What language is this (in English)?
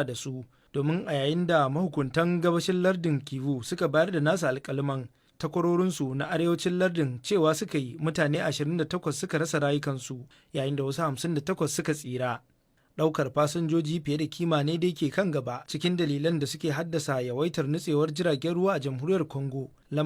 Hausa